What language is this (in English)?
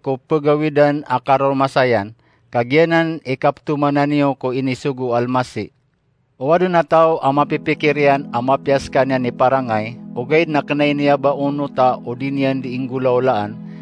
Maranao